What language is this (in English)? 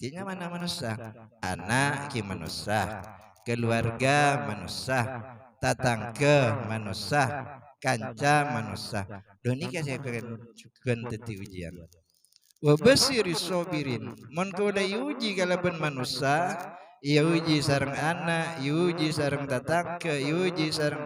Madurese